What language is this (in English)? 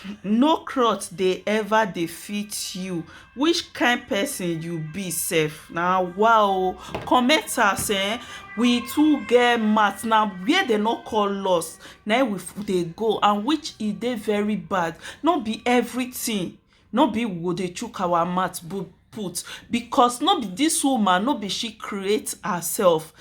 Nigerian Pidgin